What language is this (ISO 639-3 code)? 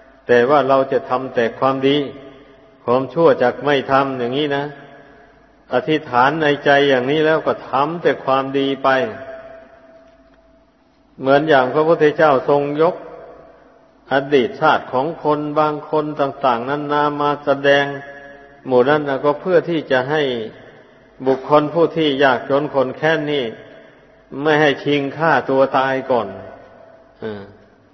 tha